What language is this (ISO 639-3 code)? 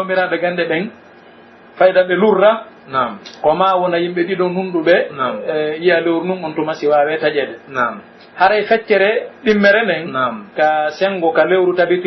fuf